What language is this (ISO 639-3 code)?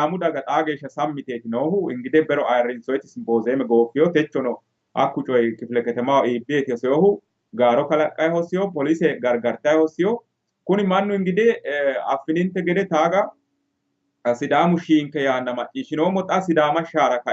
sid